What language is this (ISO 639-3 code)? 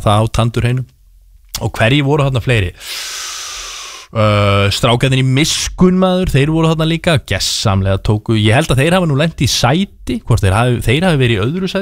isl